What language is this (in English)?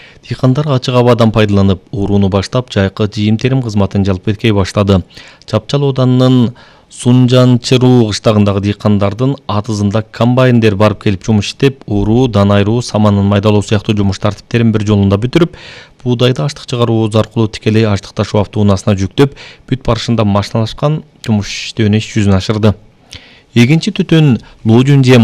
Kyrgyz